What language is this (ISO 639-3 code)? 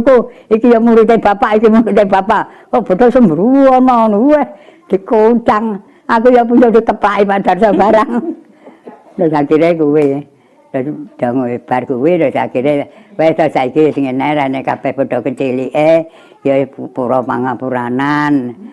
jav